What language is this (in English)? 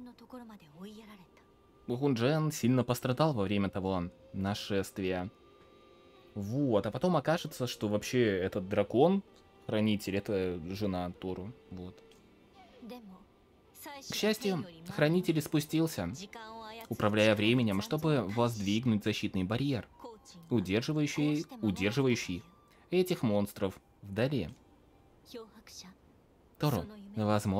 Russian